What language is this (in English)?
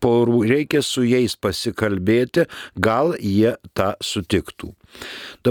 Lithuanian